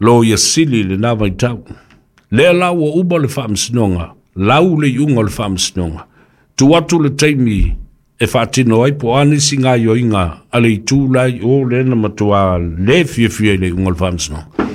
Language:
Samoan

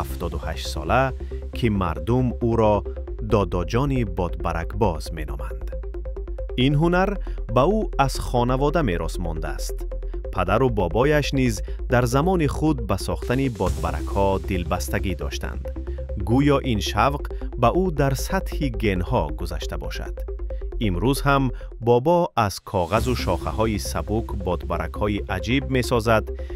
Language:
Tajik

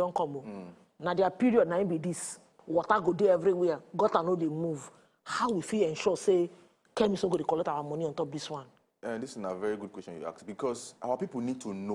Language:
Nigerian Pidgin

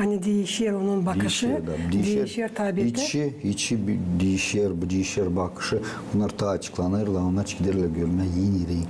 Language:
Gagauz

